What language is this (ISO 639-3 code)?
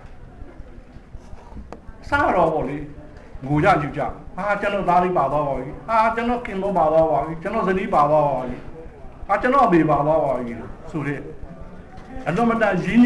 mya